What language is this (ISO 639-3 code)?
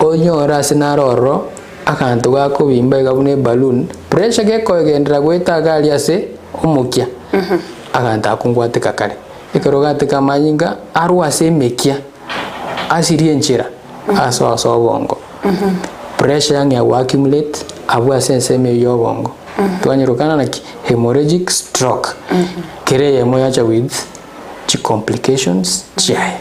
guz